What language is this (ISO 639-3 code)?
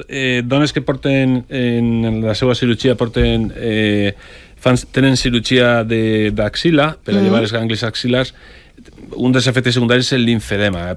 cat